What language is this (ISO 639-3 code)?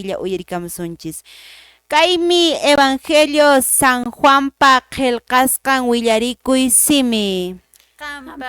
que